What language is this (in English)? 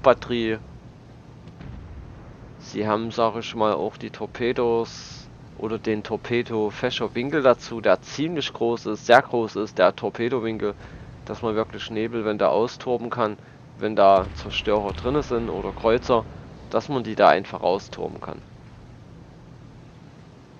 German